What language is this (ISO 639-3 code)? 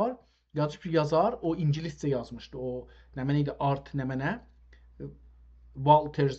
azb